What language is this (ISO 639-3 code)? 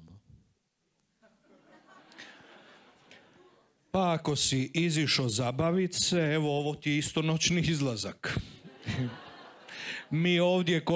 hrv